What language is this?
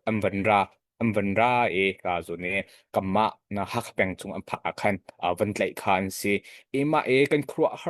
Hakha Chin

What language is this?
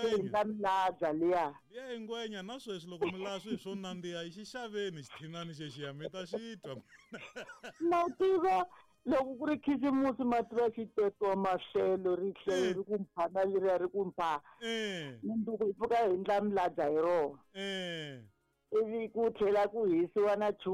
Tsonga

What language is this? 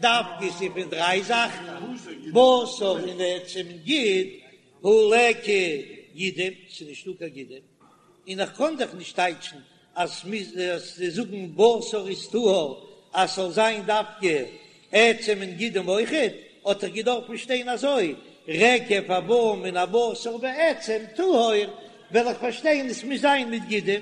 Yiddish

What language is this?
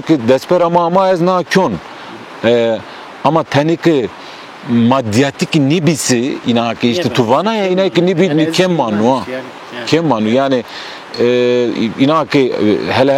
Zaza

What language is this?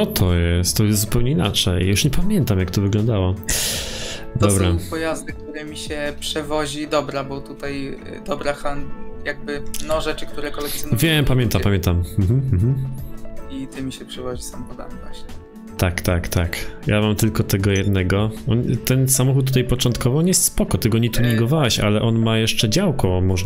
Polish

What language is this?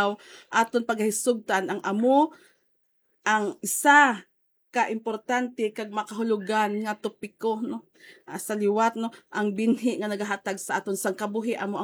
Hiligaynon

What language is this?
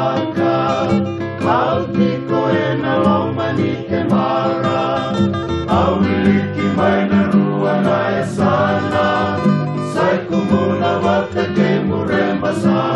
Fijian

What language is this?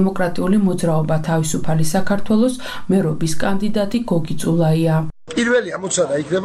Georgian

